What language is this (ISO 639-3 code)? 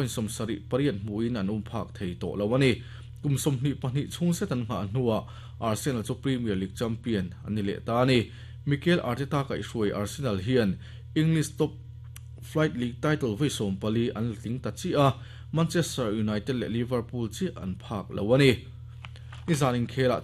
lus